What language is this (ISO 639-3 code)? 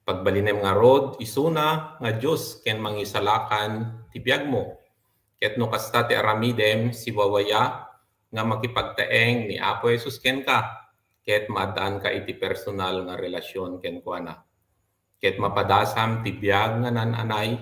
ilo